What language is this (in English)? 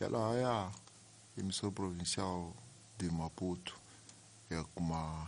Tsonga